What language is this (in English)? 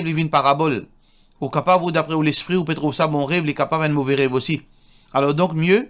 Morisyen